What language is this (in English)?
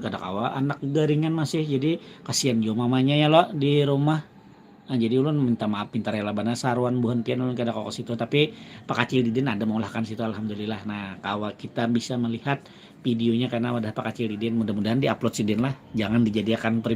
Banjar